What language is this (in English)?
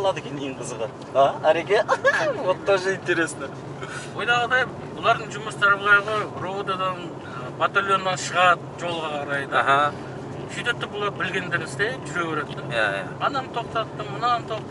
Kazakh